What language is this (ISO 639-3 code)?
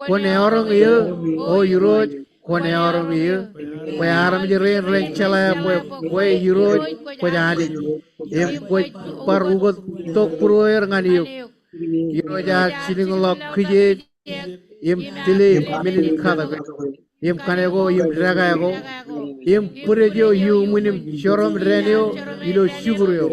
mah